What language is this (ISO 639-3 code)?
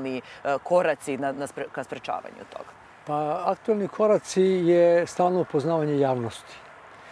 srp